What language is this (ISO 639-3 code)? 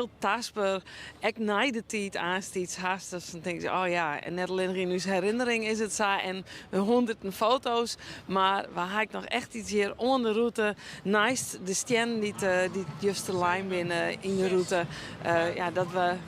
fry